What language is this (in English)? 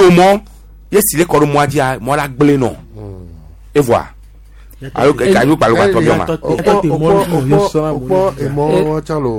Gen